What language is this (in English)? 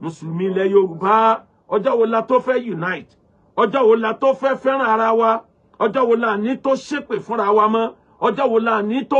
Yoruba